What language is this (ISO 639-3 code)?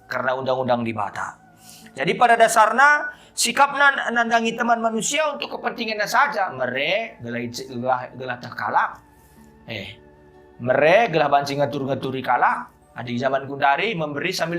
btx